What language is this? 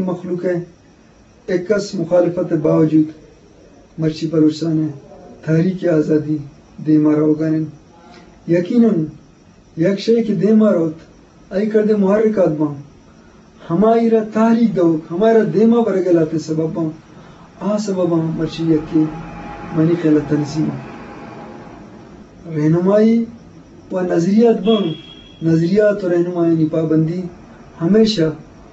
Eastern Balochi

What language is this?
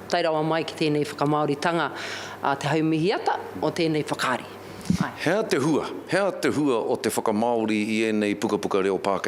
Māori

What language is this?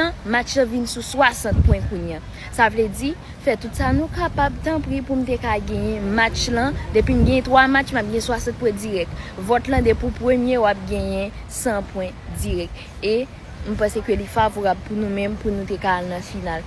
Haitian Creole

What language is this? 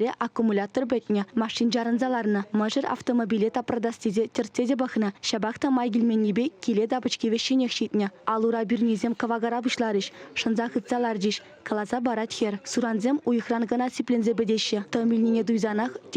Chuvash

